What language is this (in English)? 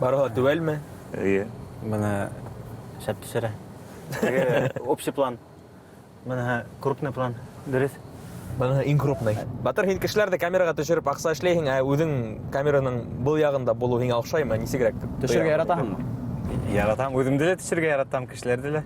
Bashkir